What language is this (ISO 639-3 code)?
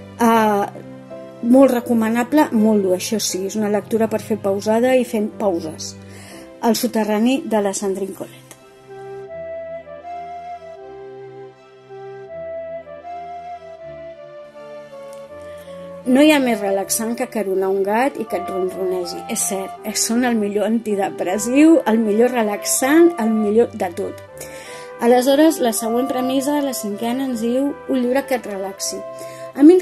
cat